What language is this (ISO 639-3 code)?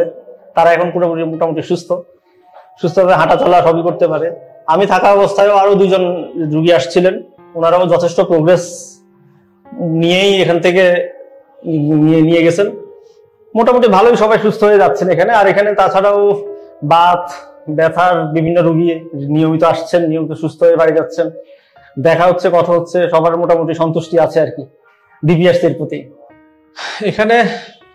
ben